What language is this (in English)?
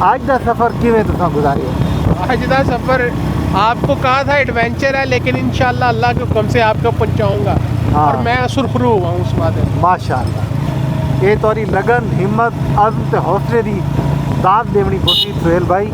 Saraiki